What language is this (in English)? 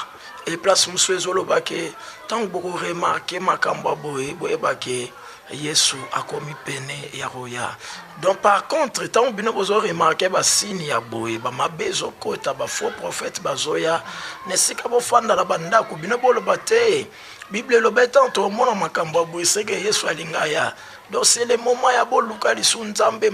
Lingala